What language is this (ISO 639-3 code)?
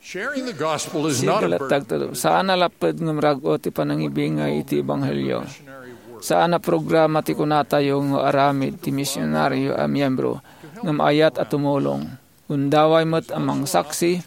ilo